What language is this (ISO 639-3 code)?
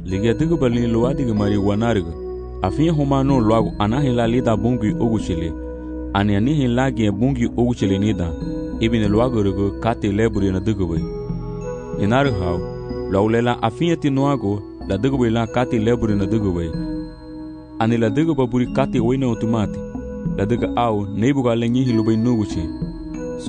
cab